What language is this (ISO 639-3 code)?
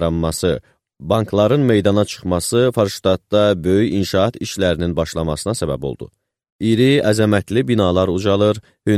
aze